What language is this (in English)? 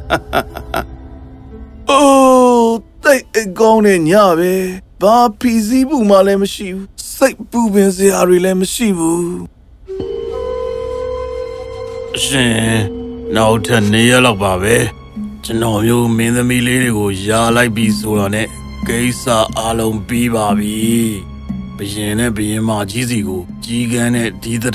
Burmese